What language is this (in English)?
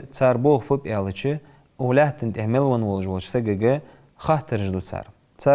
Ingush